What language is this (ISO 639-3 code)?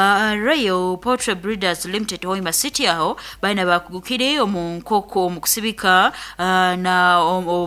nyn